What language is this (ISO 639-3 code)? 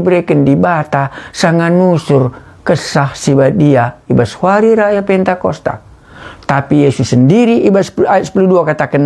btx